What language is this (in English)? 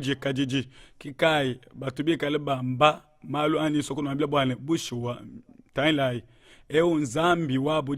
Luba-Lulua